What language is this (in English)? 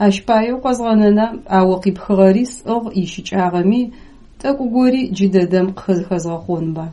Adyghe